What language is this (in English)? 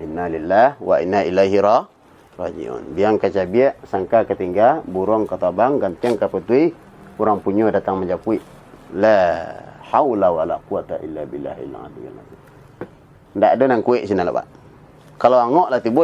Minangkabau